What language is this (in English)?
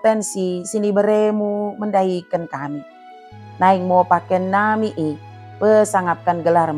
Batak Dairi